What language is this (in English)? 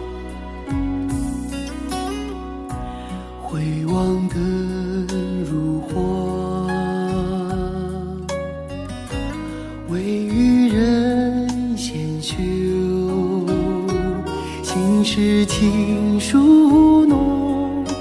Chinese